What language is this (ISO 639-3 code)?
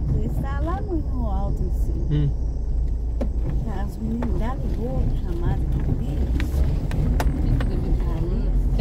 por